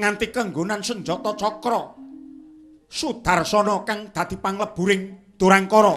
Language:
Javanese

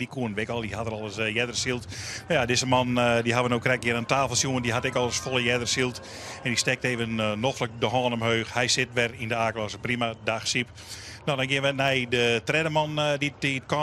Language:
Western Frisian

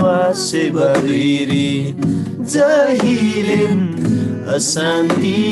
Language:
Eastern Tamang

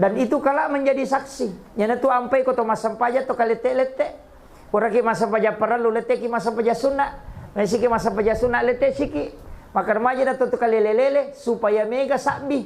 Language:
Buginese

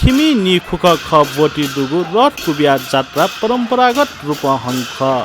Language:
Newari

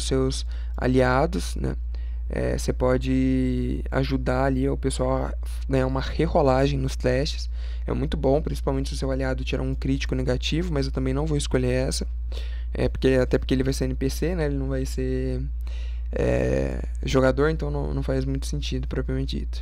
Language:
Portuguese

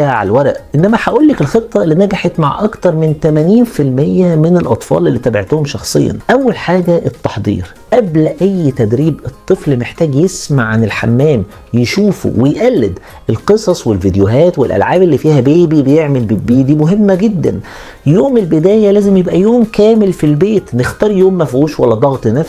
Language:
Egyptian Arabic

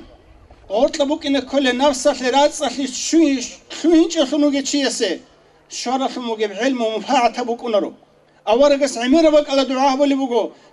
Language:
Avaric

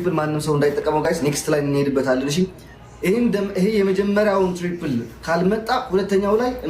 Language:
Amharic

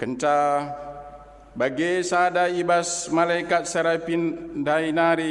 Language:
Batak Karo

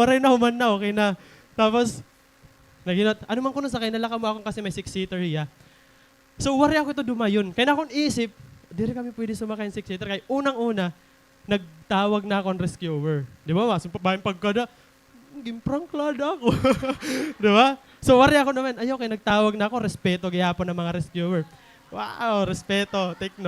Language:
Waray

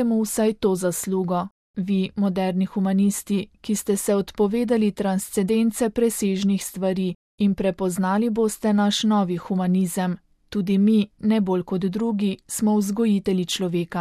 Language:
Slovenian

